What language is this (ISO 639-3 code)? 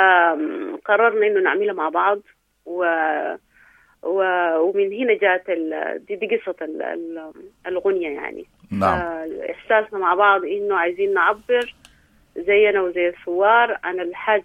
apd